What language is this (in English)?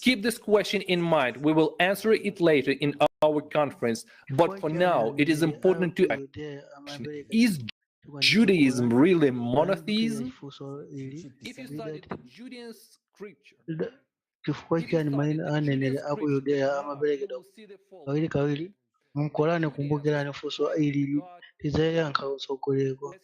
Nyanja